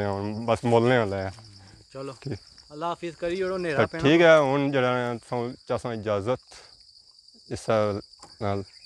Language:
Pahari-Potwari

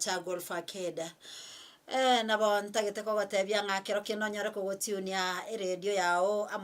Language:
Gusii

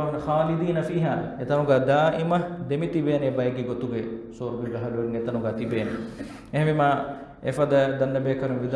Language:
Divehi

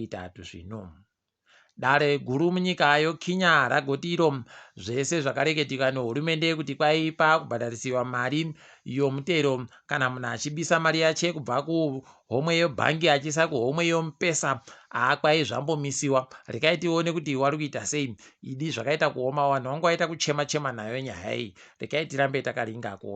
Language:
Ndau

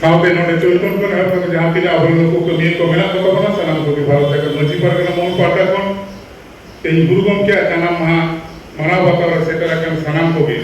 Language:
Santali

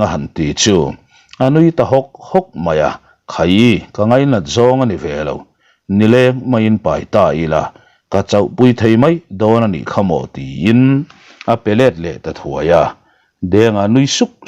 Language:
Mizo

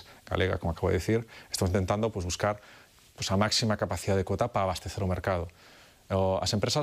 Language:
Galician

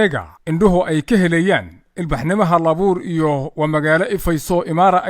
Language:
Somali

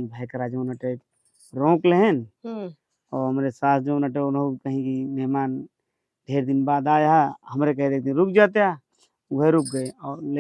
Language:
Awadhi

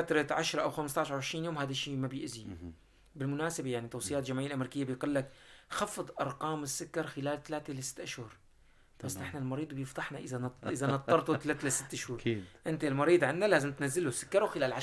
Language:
North Levantine Arabic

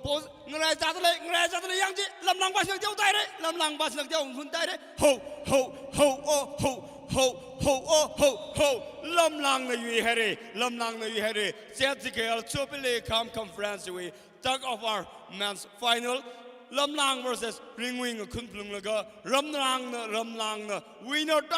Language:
Tangkhul Naga (India)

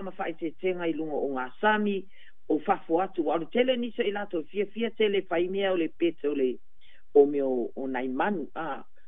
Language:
Samoan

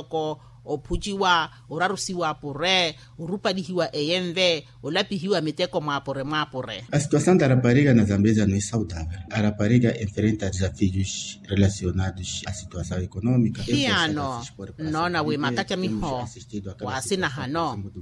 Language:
Makhuwa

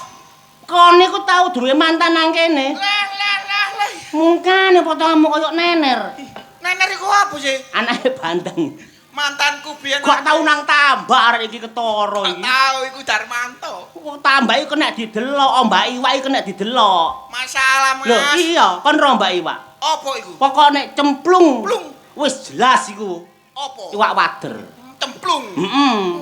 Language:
Javanese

